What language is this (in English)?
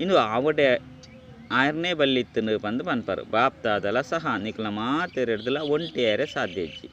Tulu